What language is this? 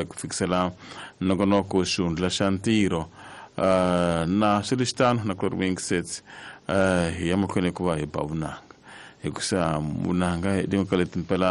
Tsonga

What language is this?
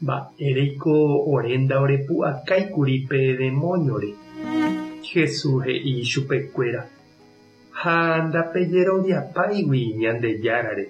Guarani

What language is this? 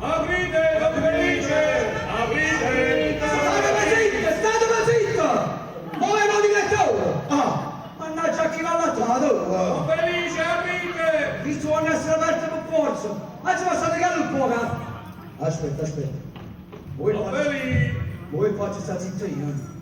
Neapolitan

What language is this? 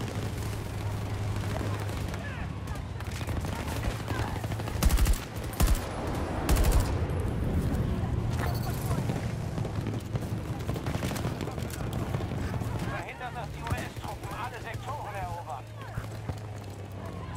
German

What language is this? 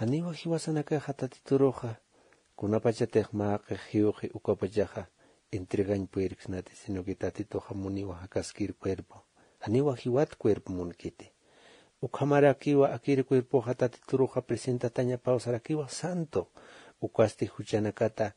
Aymara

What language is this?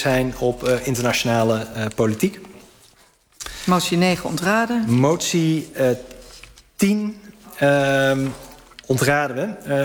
Dutch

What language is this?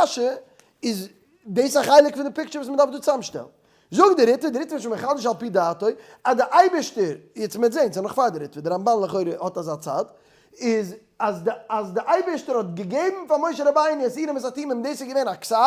Yiddish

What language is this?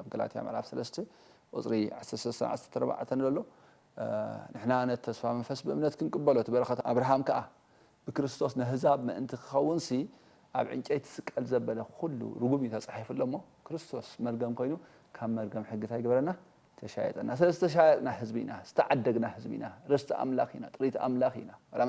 Tigrinya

